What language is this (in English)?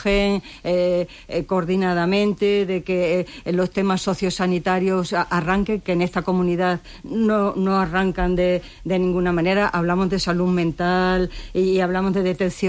Spanish